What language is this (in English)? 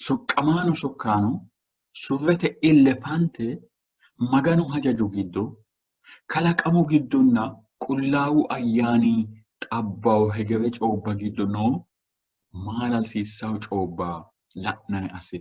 Sidamo